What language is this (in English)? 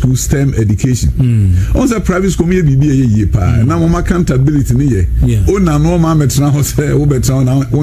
Akan